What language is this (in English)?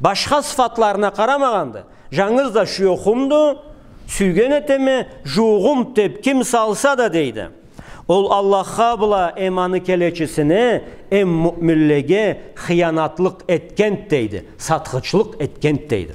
Karachay-Balkar